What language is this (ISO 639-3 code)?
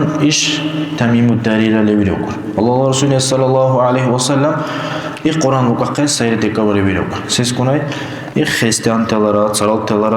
dar